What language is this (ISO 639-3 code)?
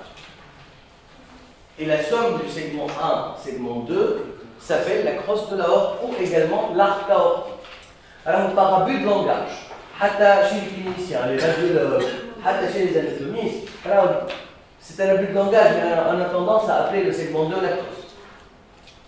fra